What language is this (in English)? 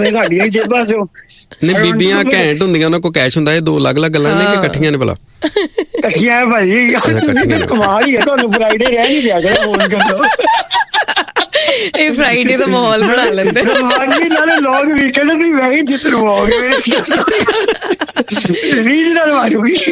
Punjabi